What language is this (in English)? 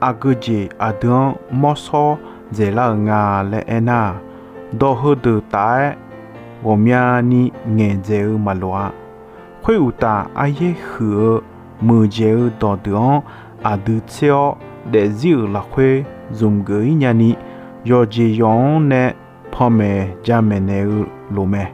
Akha